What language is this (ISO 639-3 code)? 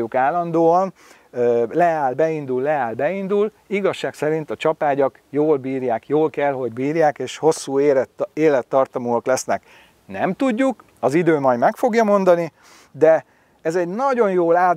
hun